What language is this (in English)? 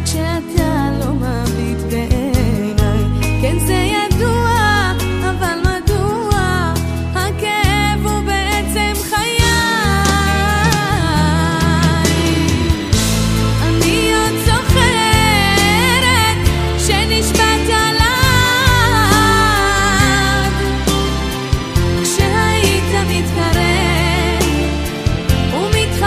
Hebrew